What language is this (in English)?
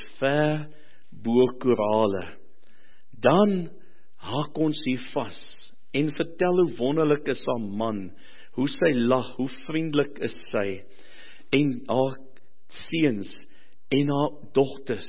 Afrikaans